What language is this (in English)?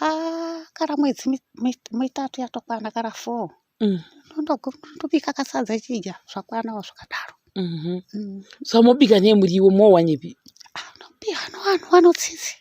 Shona